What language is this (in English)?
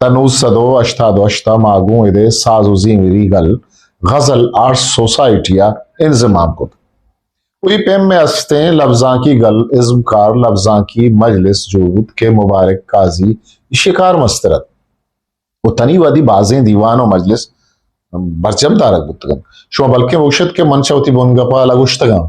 Eastern Balochi